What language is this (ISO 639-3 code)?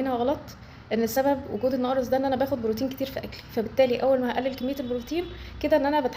arz